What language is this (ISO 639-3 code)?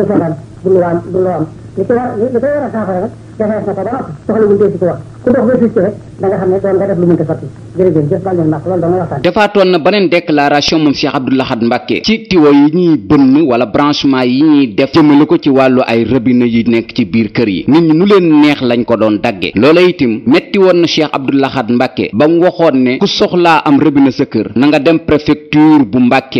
wol